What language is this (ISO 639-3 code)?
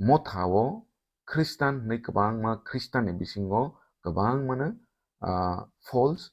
trp